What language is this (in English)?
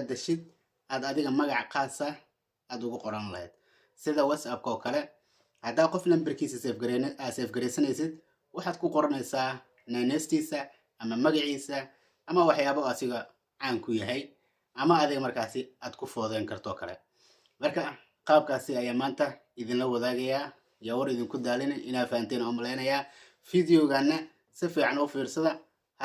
Somali